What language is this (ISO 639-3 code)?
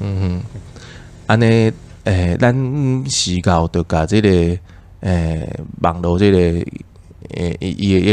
nan